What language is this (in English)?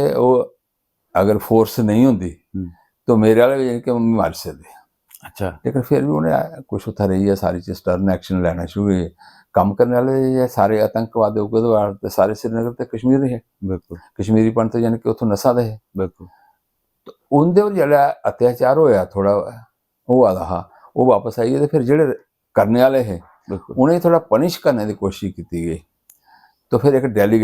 Dogri